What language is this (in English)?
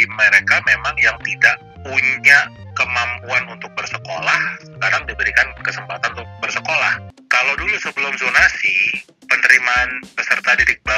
Indonesian